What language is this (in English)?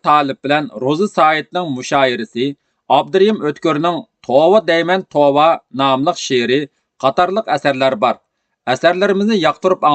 Uyghur